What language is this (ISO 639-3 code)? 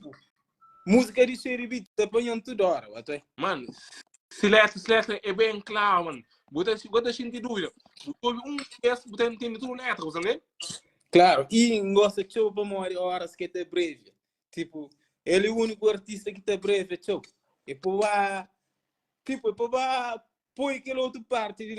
kea